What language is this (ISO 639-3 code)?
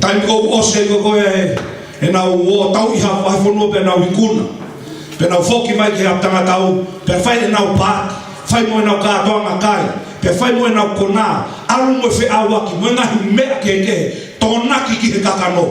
ton